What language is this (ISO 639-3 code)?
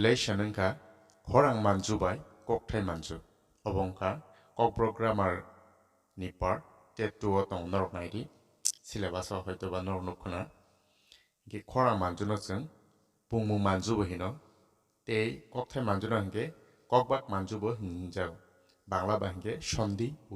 trp